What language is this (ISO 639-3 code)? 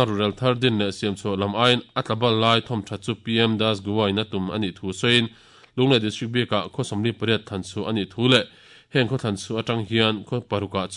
lus